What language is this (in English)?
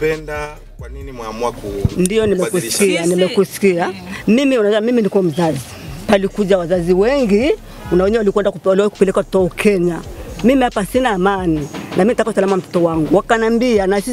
Swahili